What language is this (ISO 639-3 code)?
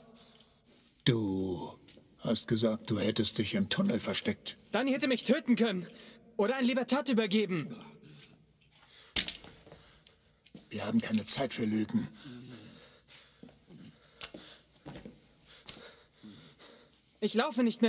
deu